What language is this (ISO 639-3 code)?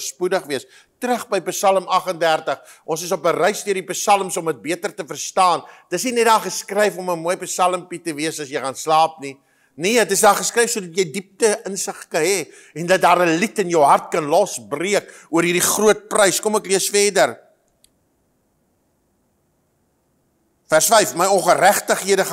afr